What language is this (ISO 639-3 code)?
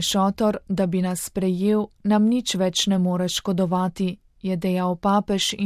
slv